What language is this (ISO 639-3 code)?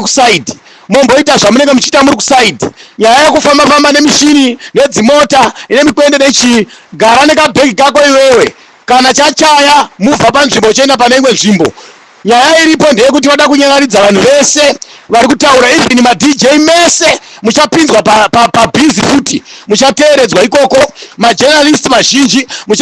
sna